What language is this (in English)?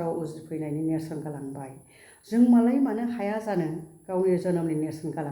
Bodo